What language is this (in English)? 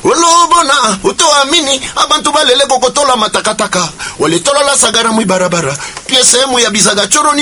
Swahili